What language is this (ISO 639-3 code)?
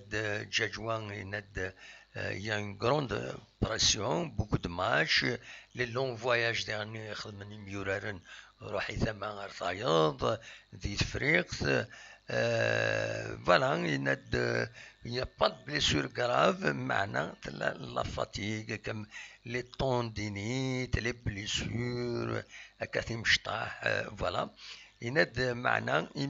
kab